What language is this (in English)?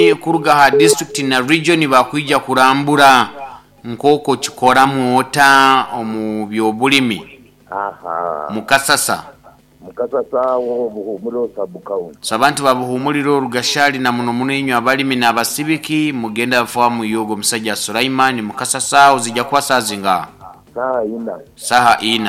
Nyoro